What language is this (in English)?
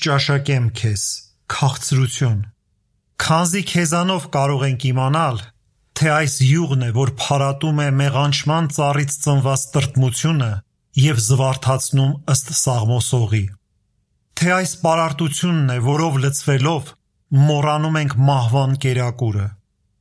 Armenian